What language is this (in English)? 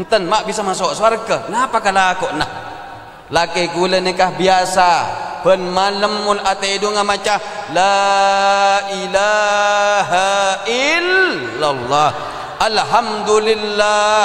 Madurese